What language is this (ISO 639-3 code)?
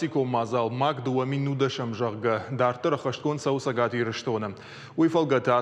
oss